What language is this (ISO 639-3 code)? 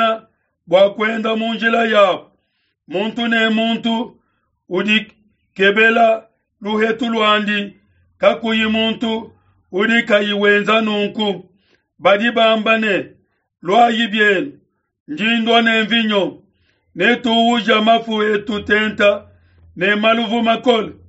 lua